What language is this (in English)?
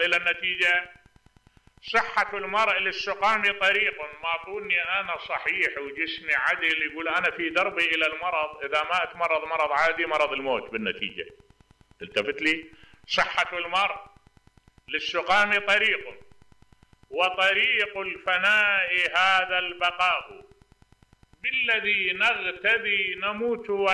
Mesopotamian Arabic